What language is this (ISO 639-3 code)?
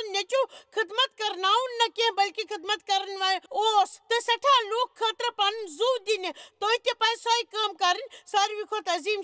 kas